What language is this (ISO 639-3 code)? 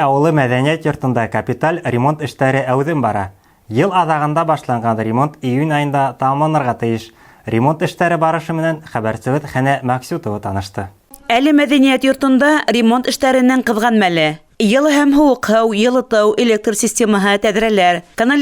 bak